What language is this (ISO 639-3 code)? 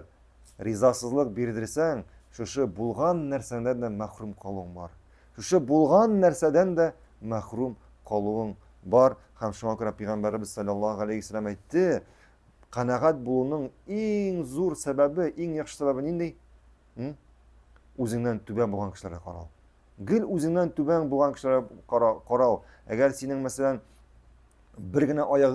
tat